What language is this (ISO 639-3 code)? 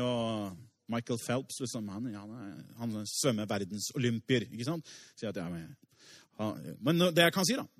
nor